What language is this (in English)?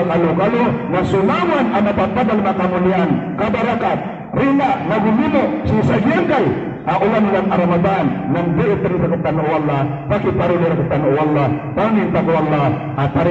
Maranao